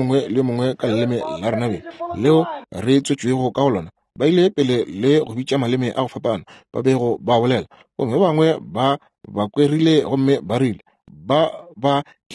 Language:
Northern Sotho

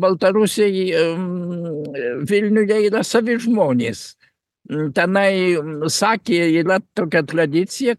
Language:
Lithuanian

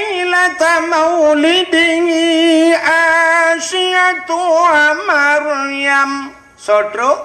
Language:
Achinese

